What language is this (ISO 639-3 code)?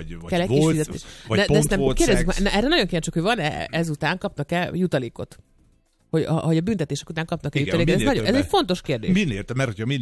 hun